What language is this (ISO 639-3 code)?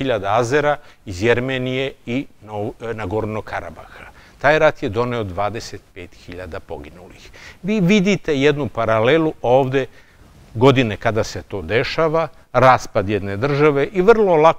srp